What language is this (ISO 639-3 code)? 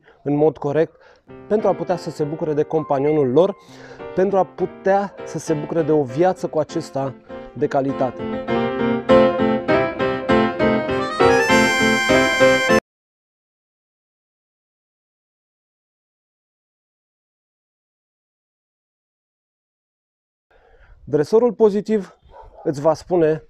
ron